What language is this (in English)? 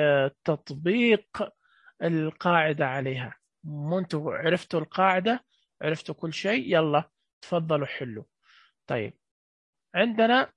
Najdi Arabic